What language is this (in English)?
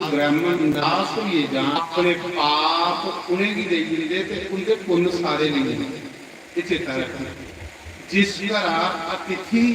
Dogri